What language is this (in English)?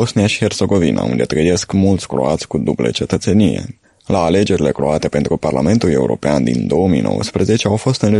Romanian